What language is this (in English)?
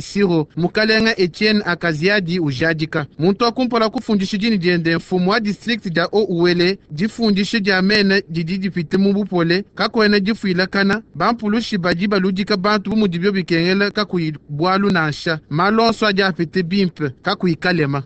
Luba-Lulua